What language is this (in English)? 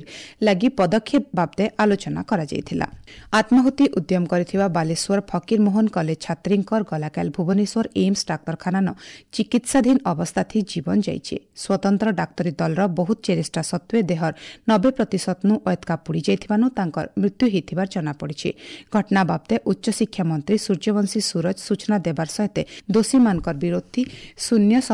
Odia